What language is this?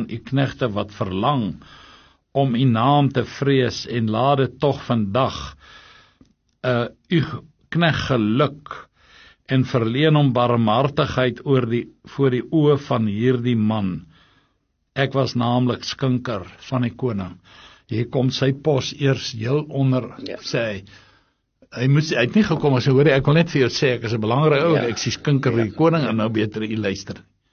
Afrikaans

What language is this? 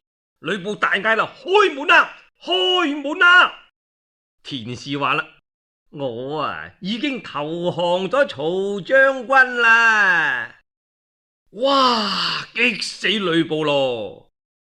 Cantonese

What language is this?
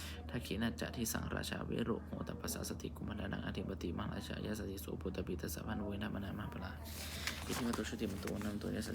Pali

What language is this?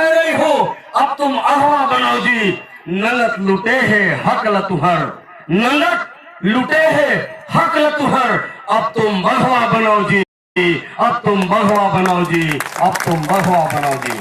Chhattisgarhi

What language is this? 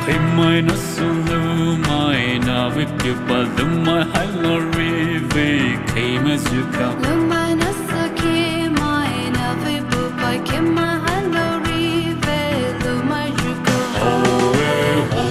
Poumei Naga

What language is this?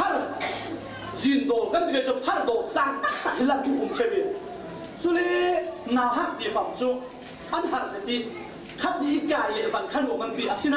Falam Chin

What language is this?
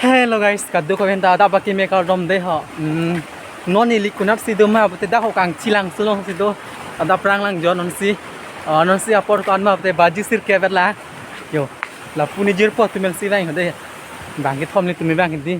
Karbi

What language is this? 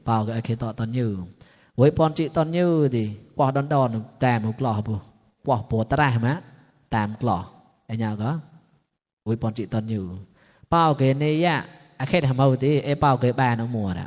Mon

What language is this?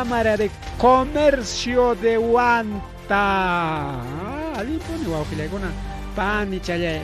Ayacucho Quechua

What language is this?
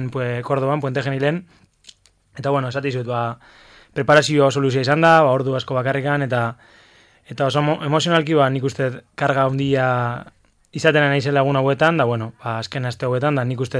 Basque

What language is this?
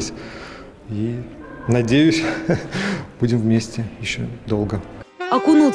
Russian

